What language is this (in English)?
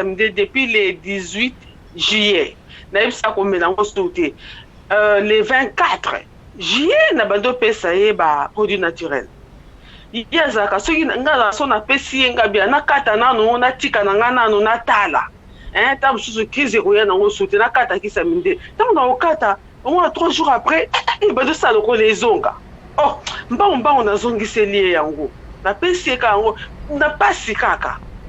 Lingala